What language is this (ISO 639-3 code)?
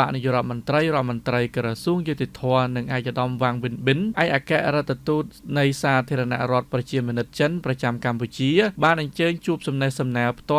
khm